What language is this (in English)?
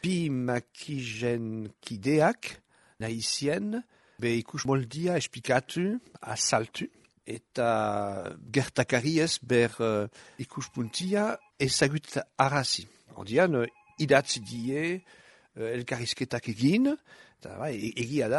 Basque